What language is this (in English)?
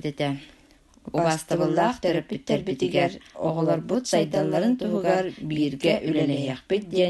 Yakut